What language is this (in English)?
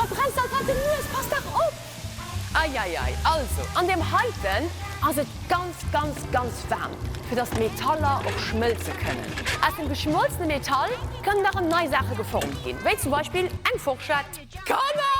Luxembourgish